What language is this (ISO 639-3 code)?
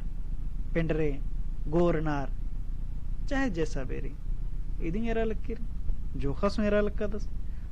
kru